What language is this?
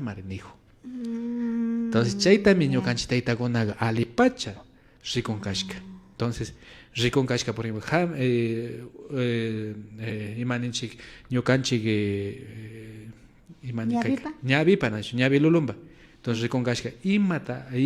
Imbabura Highland Quichua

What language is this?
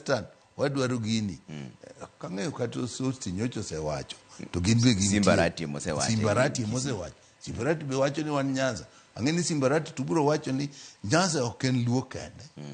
Luo (Kenya and Tanzania)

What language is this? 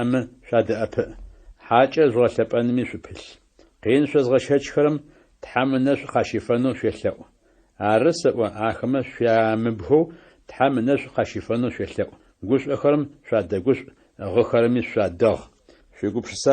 Adyghe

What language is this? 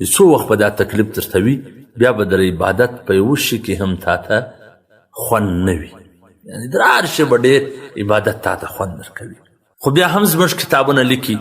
Pashto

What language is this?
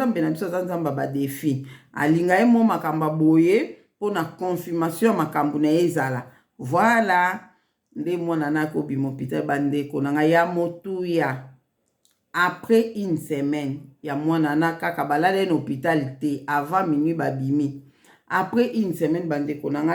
Lingala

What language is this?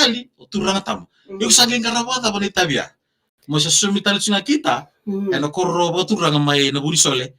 Fijian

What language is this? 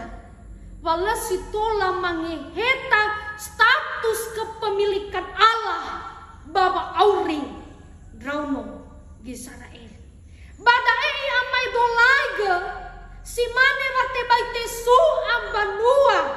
Nias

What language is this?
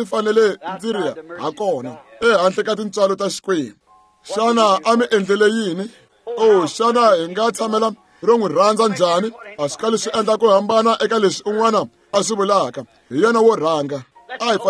Tsonga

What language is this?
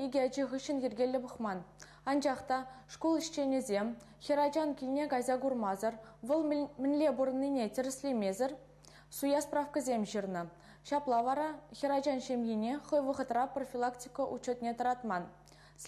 Chuvash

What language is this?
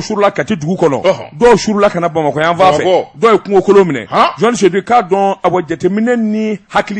Bambara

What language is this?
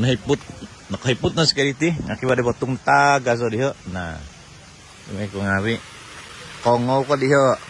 Central Dusun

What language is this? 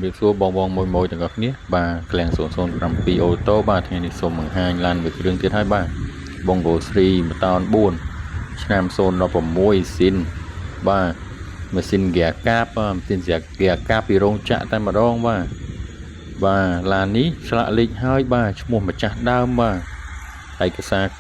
Khmer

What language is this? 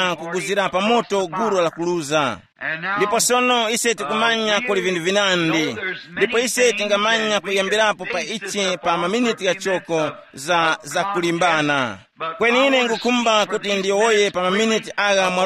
Tumbuka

